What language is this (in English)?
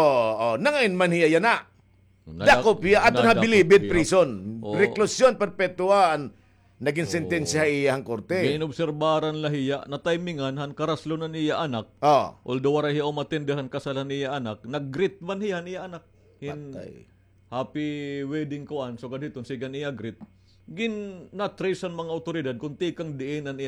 Waray